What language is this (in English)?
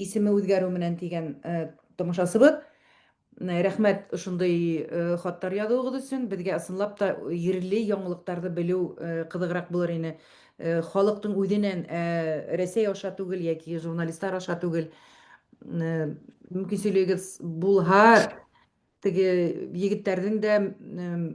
Bashkir